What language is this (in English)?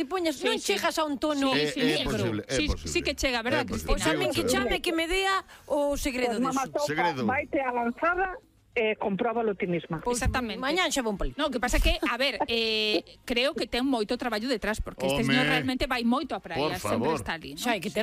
Galician